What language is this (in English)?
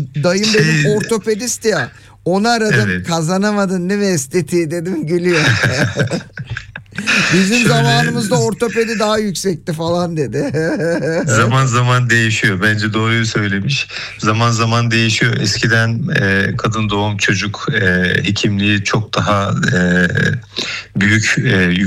Turkish